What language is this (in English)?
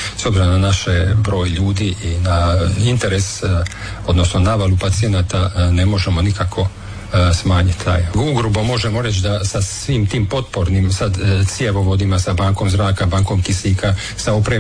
Croatian